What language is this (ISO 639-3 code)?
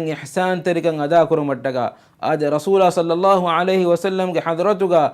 div